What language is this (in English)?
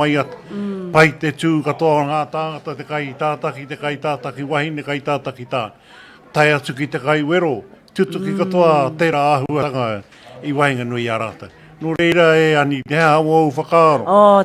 Māori